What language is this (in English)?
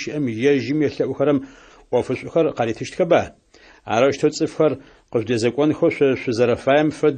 Adyghe